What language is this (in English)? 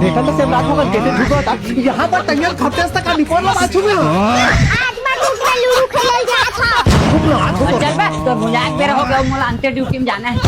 Chhattisgarhi